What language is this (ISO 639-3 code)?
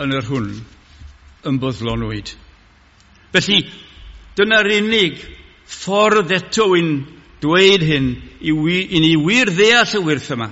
cym